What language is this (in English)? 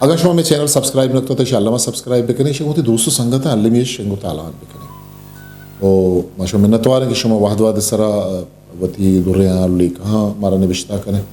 Eastern Balochi